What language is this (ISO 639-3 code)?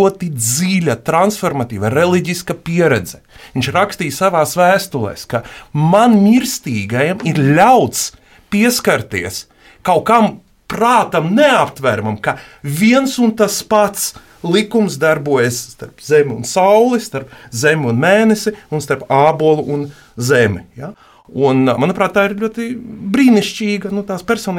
lav